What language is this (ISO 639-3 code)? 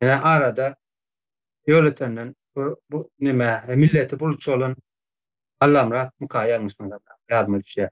tuk